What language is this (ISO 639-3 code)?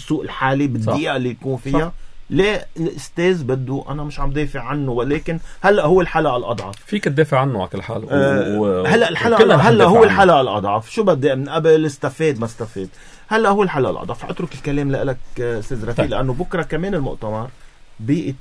apc